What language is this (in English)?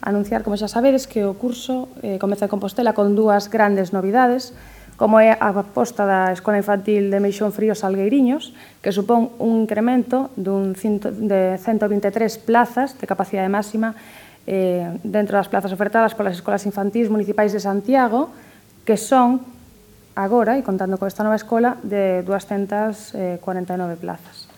Galician